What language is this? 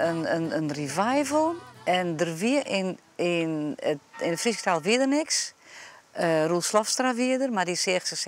Western Frisian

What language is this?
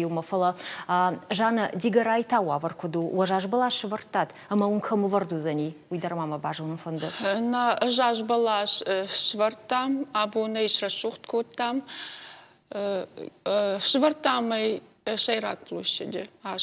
Ossetic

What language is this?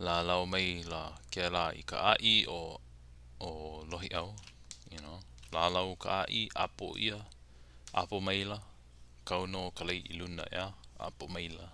Hawaiian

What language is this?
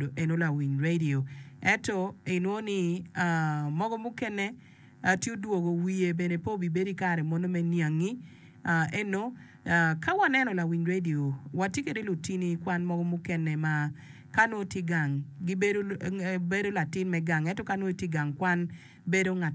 Acoli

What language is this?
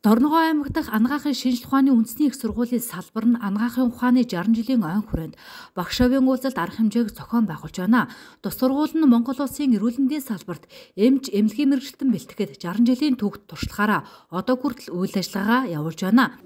Mongolian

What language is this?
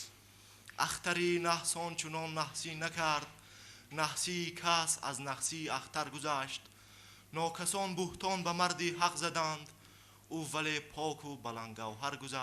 Tajik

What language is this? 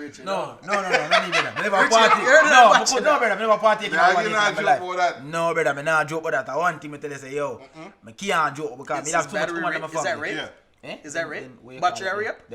Jamaican Creole English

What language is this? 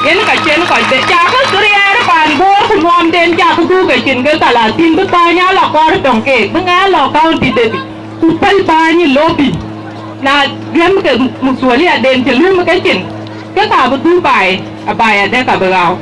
Dinka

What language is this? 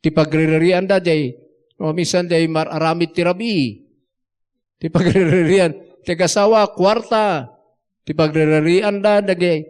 Iloko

